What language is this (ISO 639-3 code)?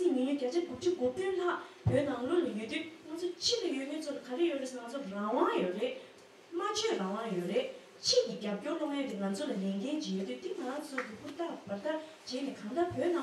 bod